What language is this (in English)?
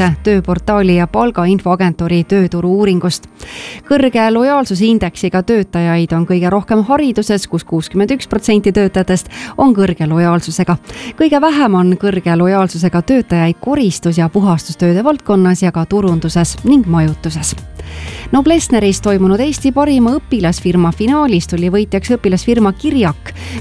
Estonian